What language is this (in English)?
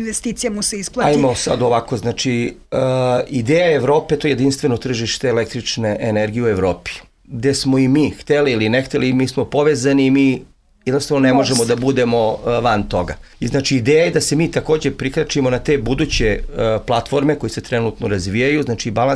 Serbian